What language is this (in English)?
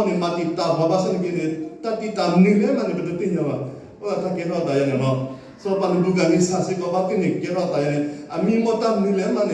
S'gaw Karen